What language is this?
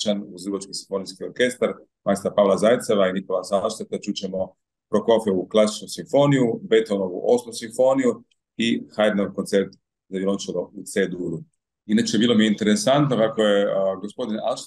Croatian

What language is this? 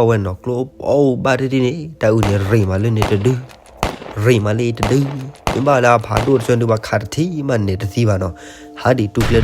S'gaw Karen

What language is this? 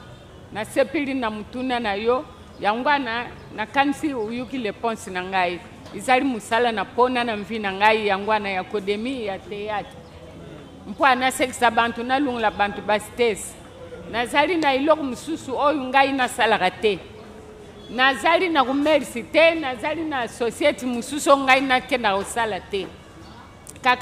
Lingala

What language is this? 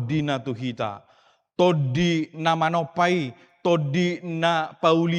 Batak Toba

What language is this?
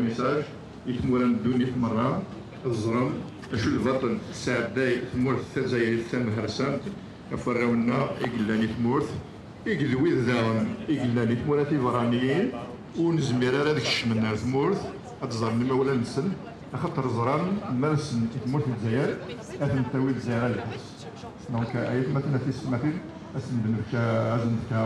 Kabyle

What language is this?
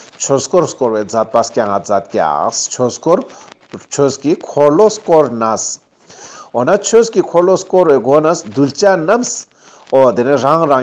Ladakhi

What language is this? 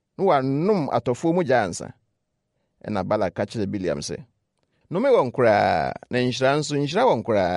Akan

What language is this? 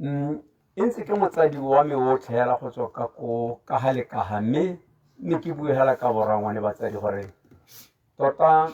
Tswana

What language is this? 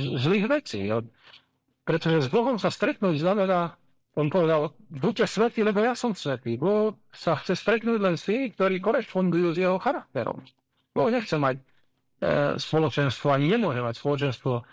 Slovak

